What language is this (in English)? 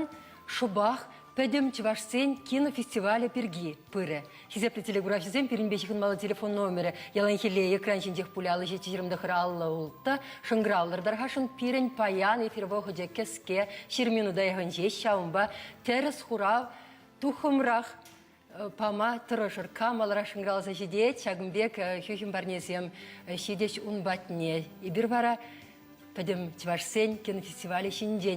Chuvash